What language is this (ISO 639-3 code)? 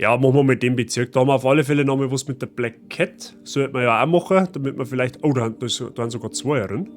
bar